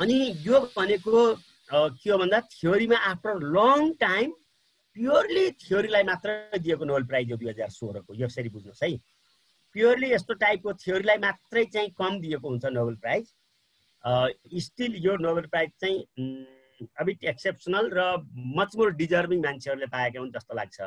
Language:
Nepali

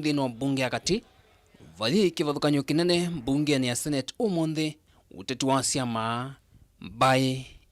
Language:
Kamba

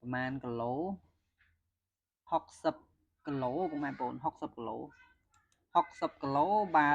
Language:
Khmer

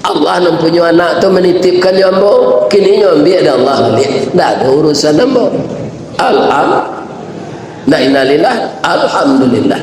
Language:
Minangkabau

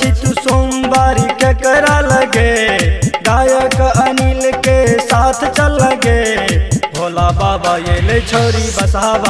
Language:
Bhojpuri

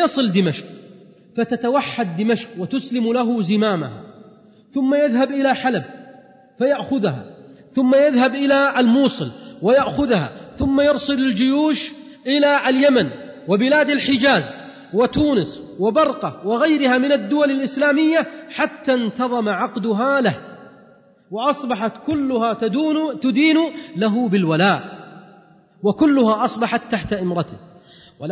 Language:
Arabic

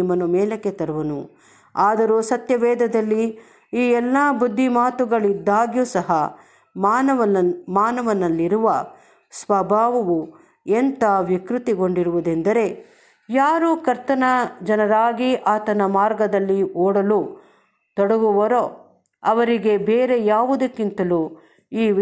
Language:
Kannada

